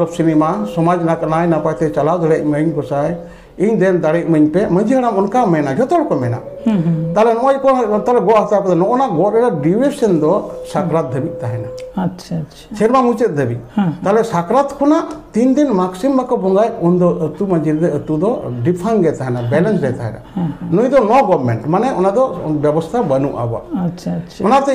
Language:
Santali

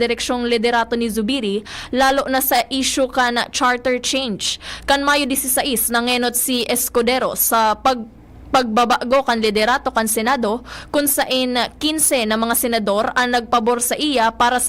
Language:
Bikol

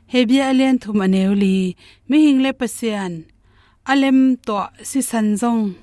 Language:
Tedim Chin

